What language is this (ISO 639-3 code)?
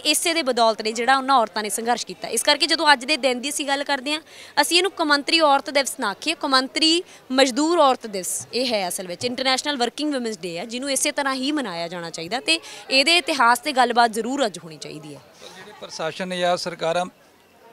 pan